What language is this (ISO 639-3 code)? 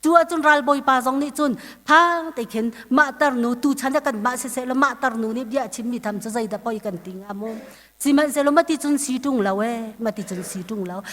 cnh